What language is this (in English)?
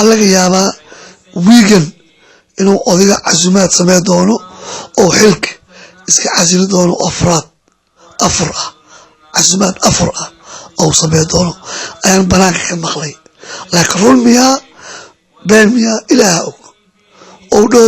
Somali